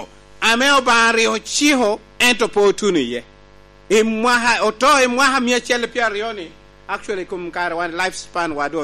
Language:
Lango (Uganda)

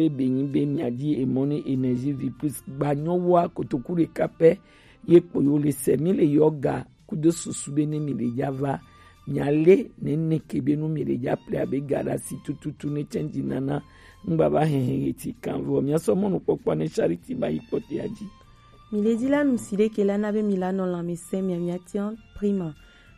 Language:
Gen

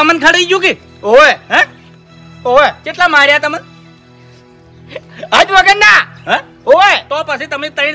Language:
Gujarati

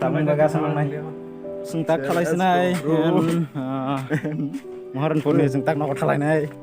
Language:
Kok Borok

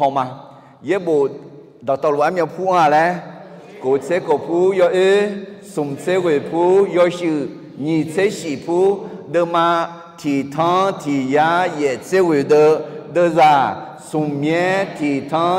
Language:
Akha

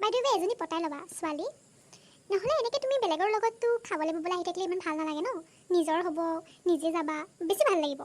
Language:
Assamese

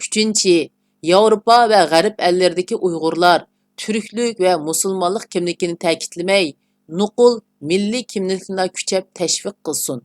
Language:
Uyghur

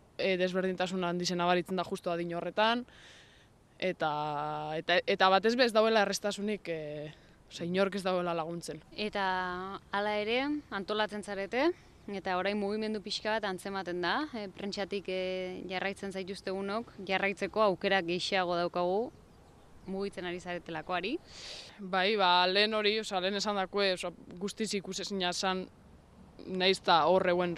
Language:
Basque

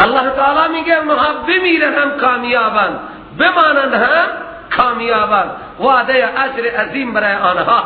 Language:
Persian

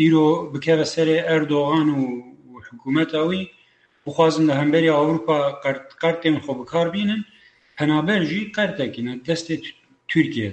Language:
Kurdish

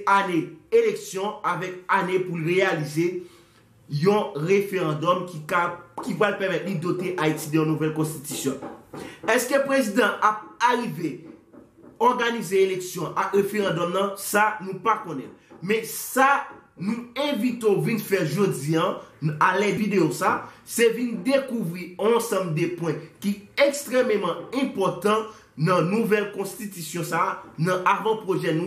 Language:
Haitian Creole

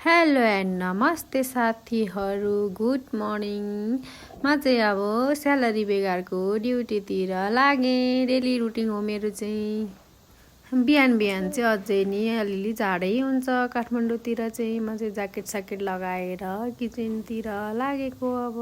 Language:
Nepali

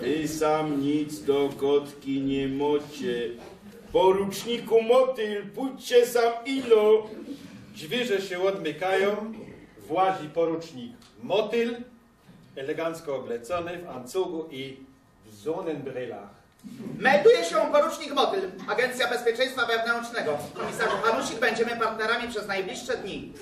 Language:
Silesian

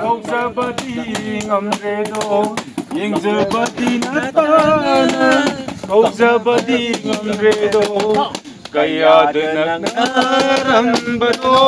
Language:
Manipuri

